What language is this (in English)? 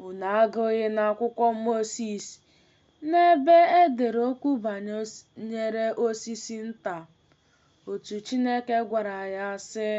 Igbo